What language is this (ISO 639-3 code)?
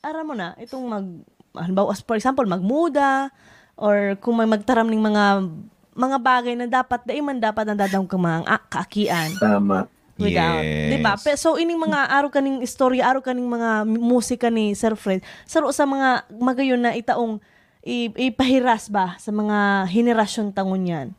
bik